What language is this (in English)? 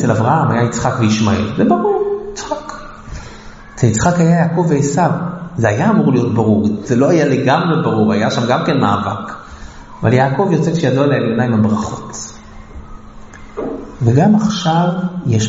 Hebrew